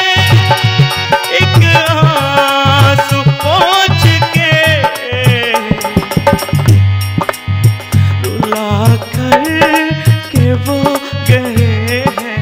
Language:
Hindi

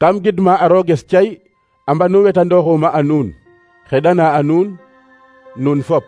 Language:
Serer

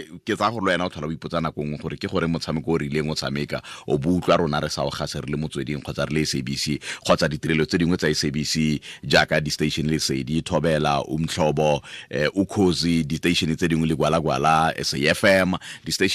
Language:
Tswana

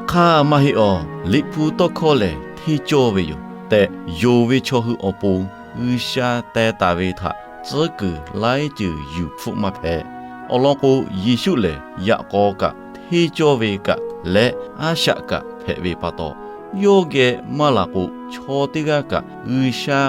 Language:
Lahu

